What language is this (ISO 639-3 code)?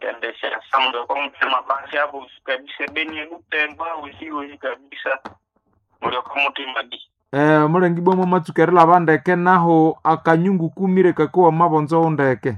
nnb